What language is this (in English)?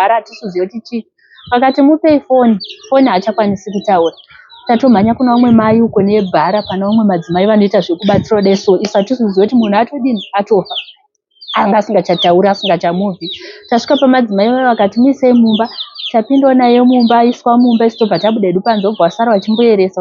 Shona